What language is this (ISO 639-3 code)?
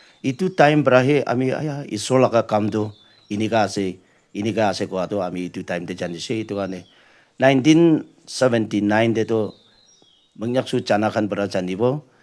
nag